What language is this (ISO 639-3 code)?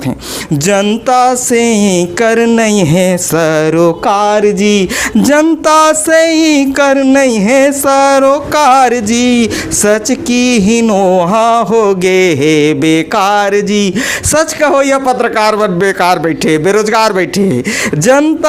hne